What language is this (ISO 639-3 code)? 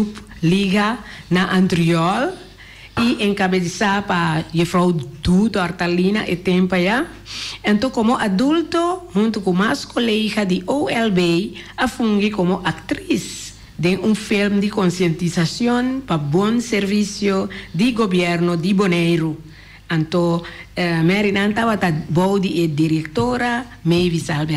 pap